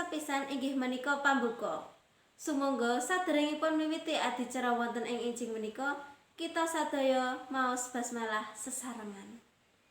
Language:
Javanese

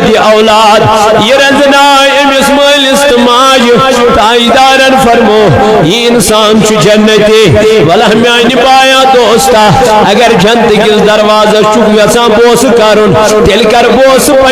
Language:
Kashmiri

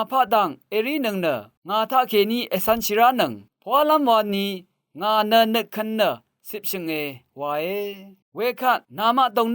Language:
Rawang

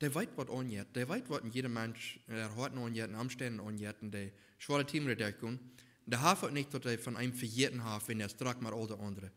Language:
Plautdietsch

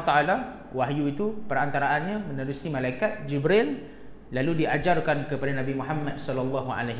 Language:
Malay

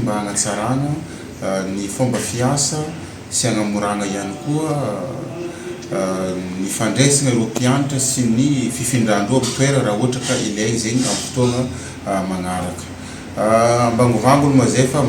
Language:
Malagasy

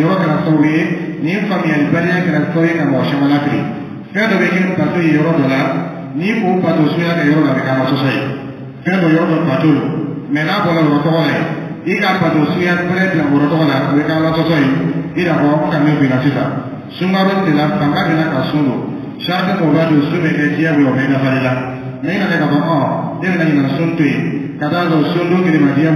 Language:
Dyula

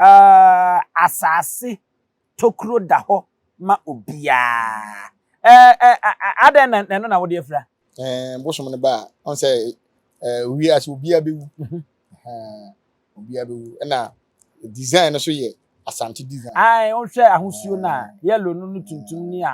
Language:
Akan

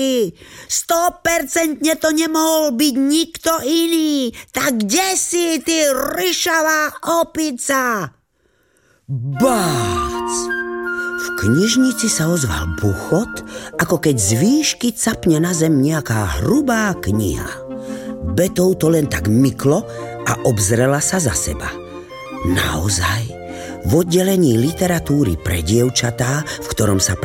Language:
Slovak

